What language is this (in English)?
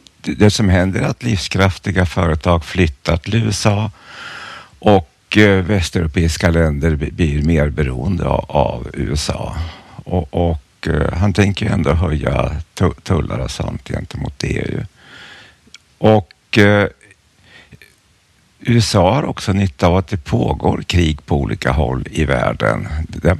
Swedish